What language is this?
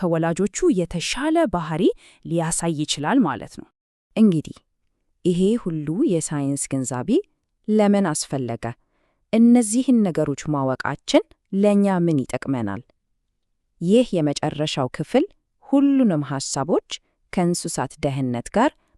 Amharic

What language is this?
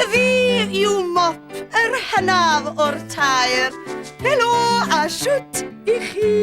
Welsh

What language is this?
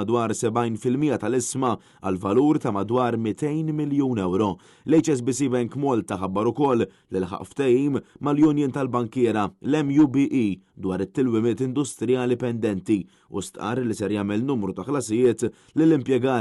Maltese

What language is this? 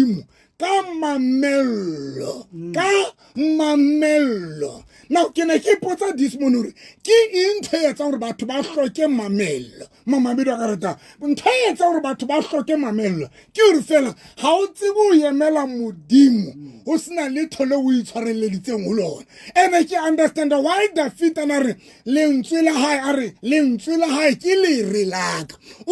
Southern Sotho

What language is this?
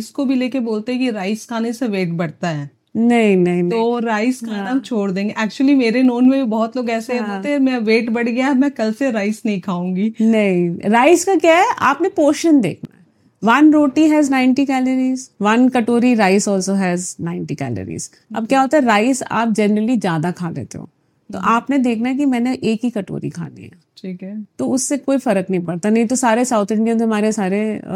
Hindi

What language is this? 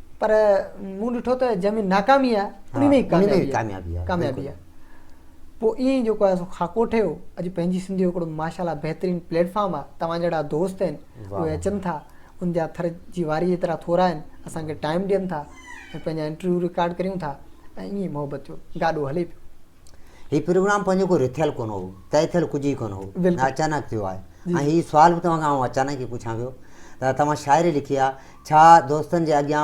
Sindhi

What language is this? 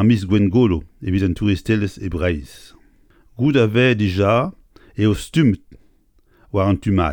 Breton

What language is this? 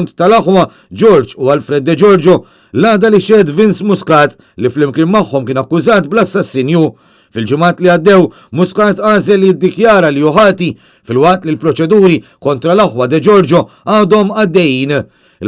Maltese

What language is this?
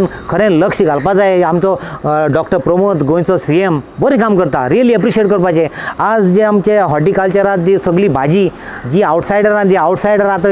Konkani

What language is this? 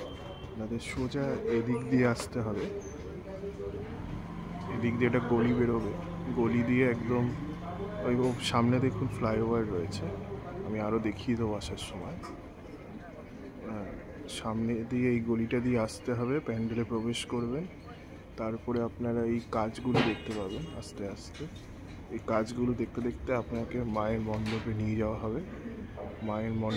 Bangla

